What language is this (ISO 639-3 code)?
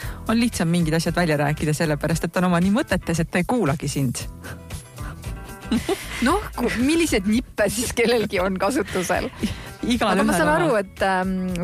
est